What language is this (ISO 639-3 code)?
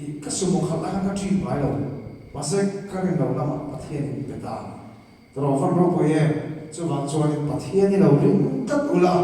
lus